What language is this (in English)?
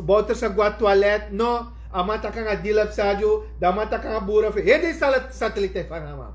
Sranan Tongo